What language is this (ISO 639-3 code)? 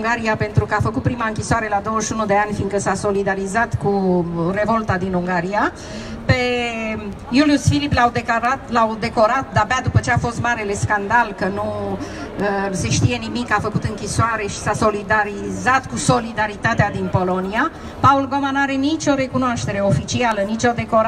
ron